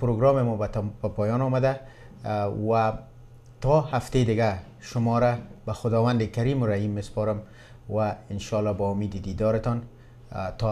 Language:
Persian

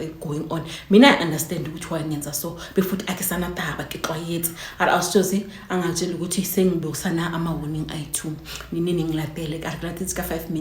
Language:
Zulu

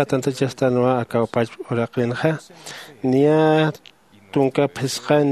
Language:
Aymara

